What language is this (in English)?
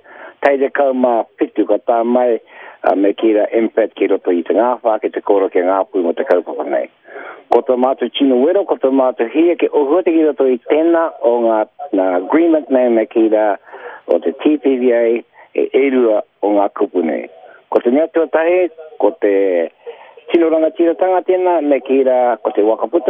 Māori